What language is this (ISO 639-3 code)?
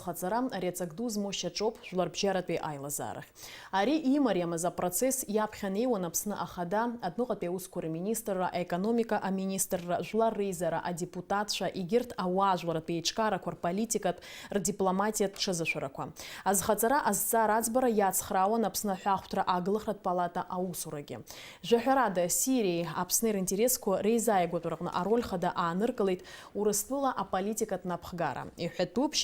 abk